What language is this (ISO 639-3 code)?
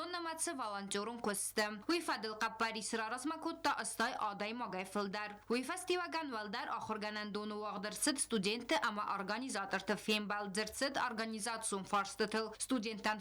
oss